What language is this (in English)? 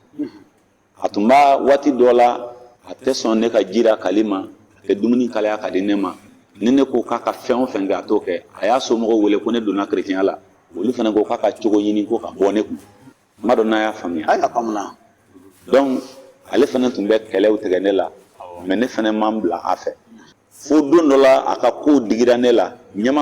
Bambara